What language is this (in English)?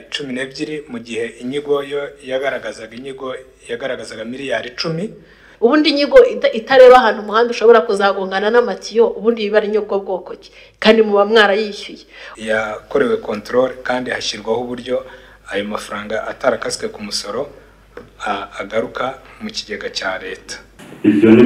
Kinyarwanda